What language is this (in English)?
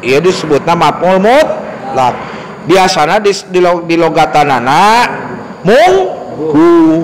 Sundanese